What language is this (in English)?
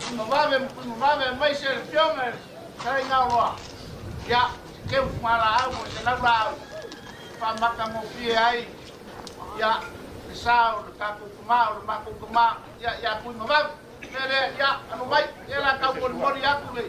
Samoan